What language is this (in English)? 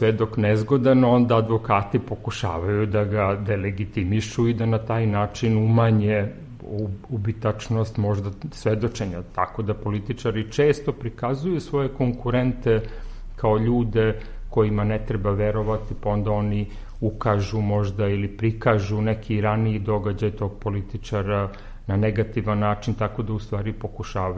Serbian